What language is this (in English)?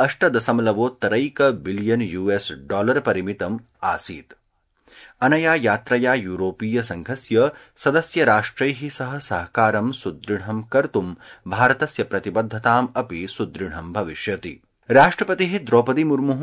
Sanskrit